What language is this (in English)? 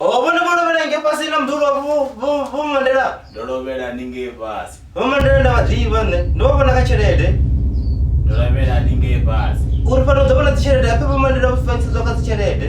Venda